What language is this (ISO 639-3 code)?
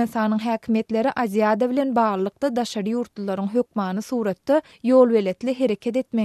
tuk